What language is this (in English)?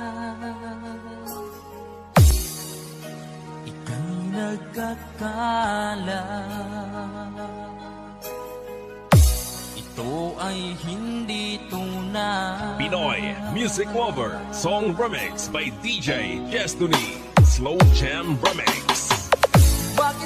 Filipino